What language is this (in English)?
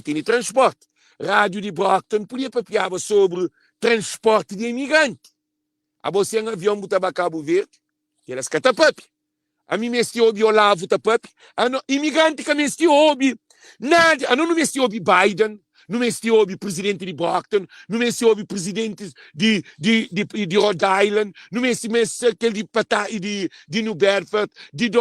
Kabuverdianu